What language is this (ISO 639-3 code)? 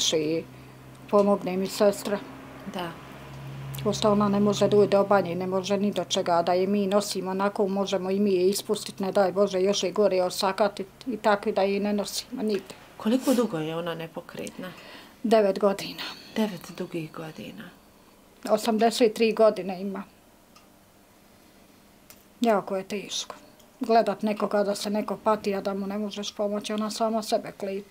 bos